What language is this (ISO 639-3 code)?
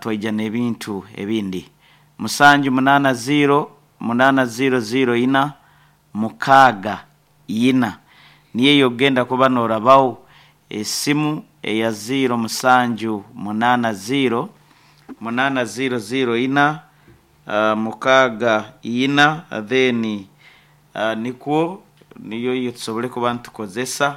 nyn